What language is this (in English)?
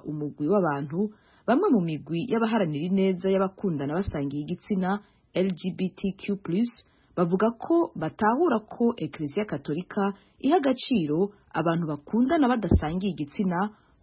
Kinyarwanda